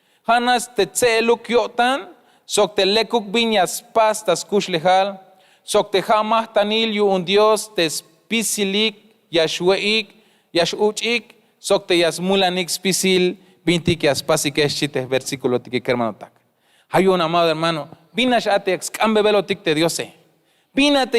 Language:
Tzeltal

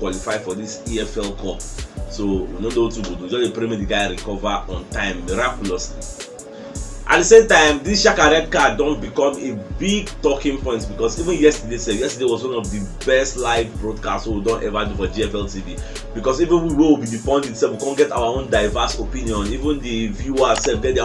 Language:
Nigerian Pidgin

